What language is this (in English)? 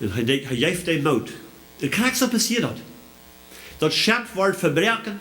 Plautdietsch